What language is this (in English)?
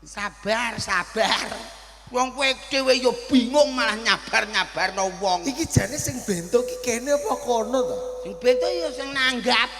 Javanese